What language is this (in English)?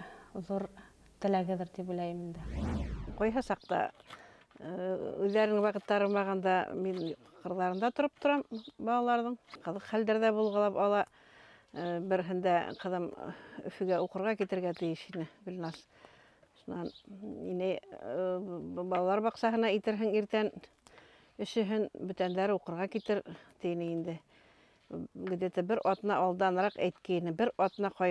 Bashkir